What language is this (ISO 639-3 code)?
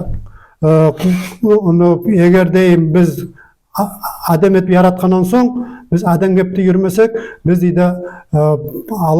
nog